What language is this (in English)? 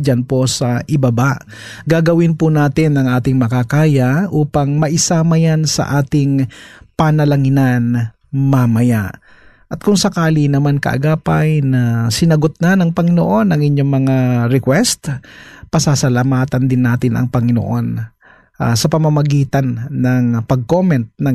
Filipino